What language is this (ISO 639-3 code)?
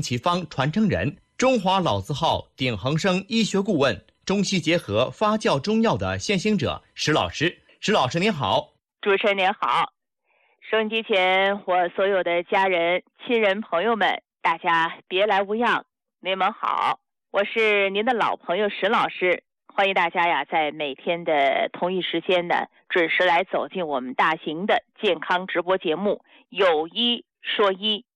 zho